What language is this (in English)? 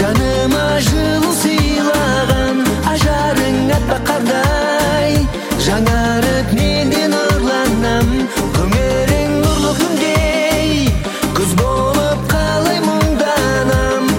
Kazakh